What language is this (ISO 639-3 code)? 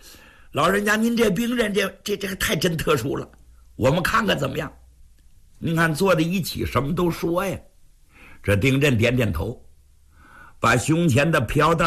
zho